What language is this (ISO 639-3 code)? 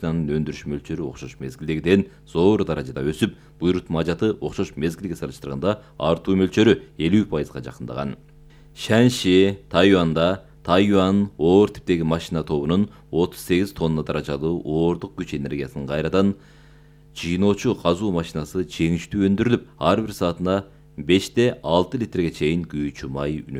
kir